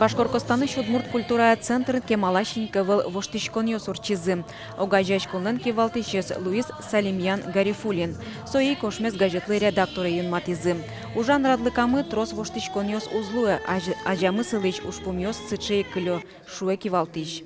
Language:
Udmurt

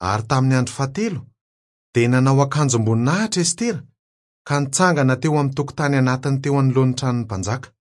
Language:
Malagasy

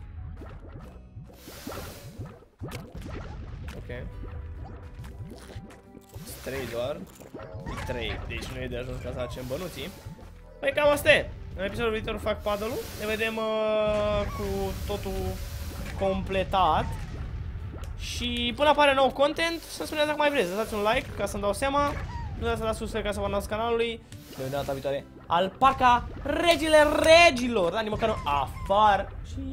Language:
Romanian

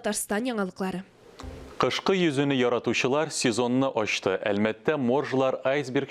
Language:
Tatar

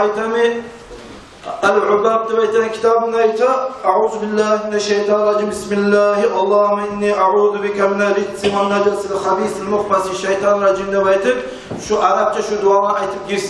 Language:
Kumyk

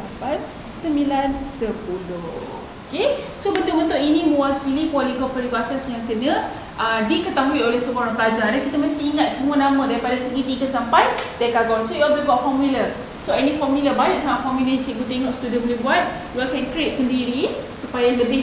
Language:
Malay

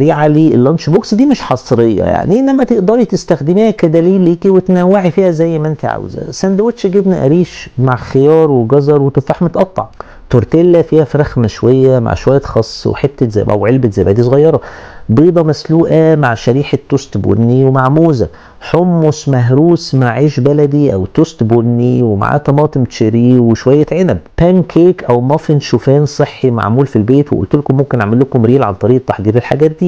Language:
Egyptian Arabic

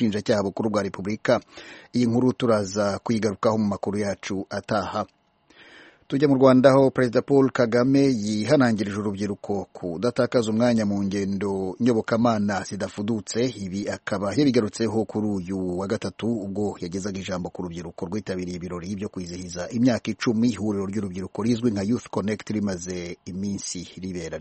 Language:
Kinyarwanda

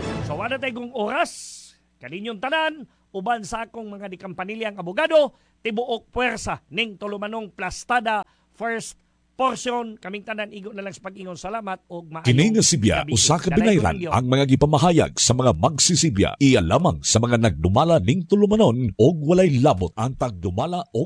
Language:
Cebuano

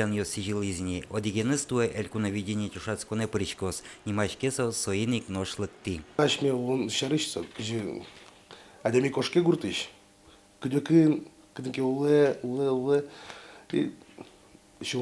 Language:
Udmurt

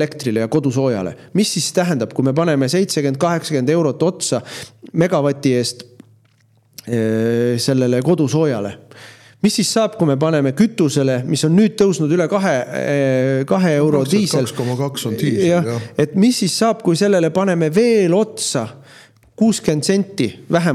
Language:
Estonian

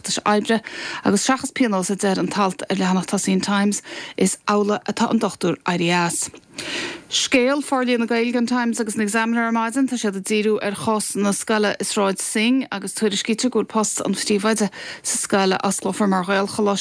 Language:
Irish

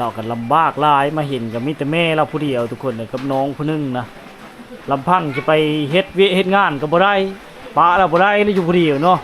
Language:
Lao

